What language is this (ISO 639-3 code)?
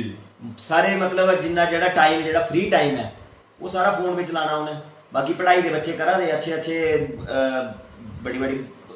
doi